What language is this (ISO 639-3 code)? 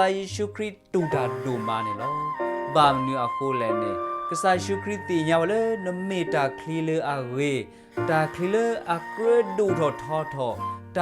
ksw